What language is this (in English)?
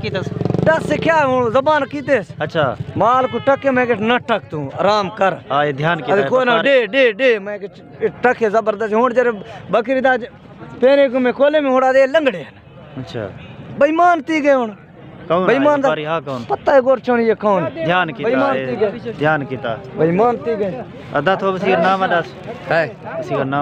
Saraiki